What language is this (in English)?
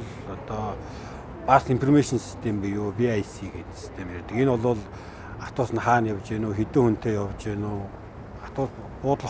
Mongolian